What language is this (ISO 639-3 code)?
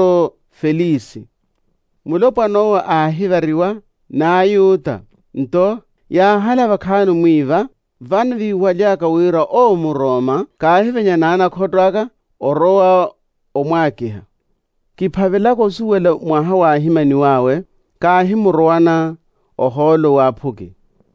vmw